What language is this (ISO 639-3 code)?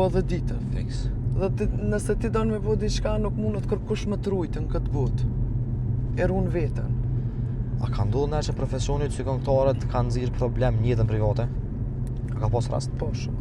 sqi